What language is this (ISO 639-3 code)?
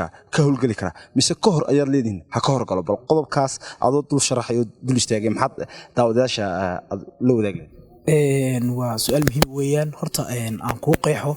som